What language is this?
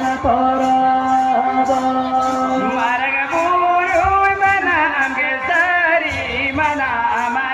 Santali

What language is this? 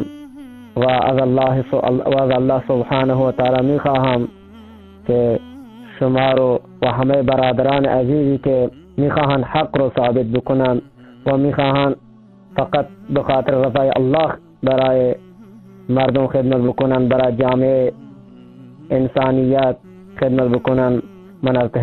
Tajik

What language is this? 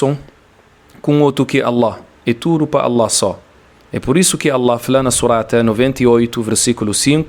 Kabuverdianu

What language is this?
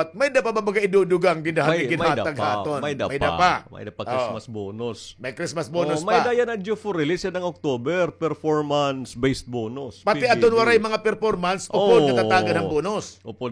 Waray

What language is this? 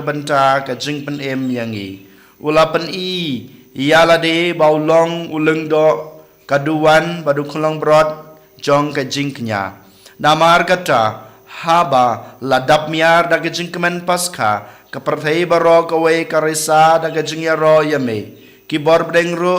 Khasi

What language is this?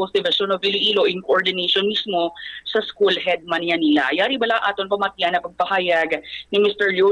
Hiligaynon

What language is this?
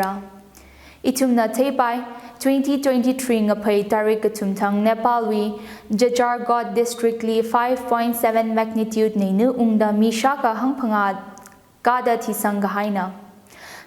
Tangkhul Naga (India)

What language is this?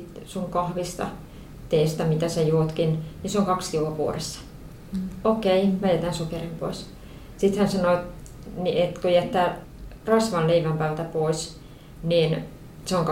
Finnish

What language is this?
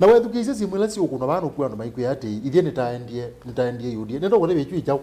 Kamba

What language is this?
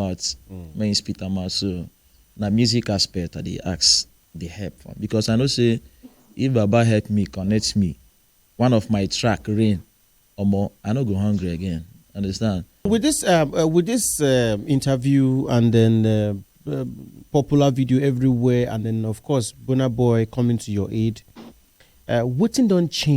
Nigerian Pidgin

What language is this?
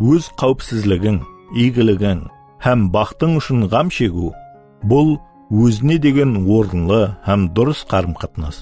Kara-Kalpak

